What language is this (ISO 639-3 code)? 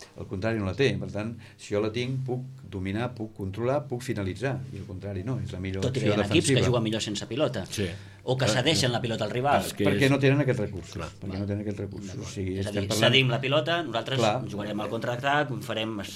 cat